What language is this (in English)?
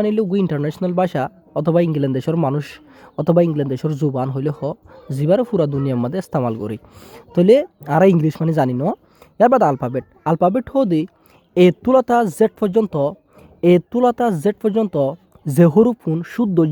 Rohingya